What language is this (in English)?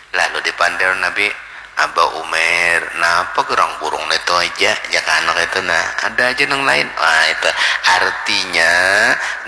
Banjar